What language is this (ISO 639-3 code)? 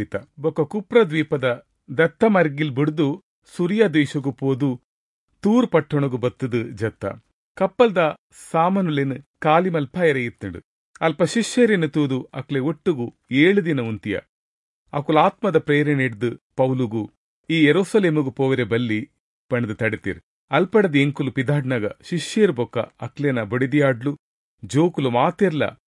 tcy